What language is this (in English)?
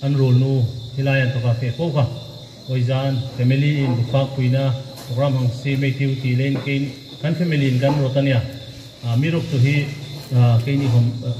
Hmar